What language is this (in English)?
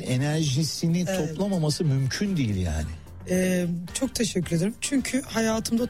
Turkish